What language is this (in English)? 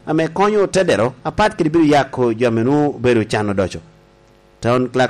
Lango (Uganda)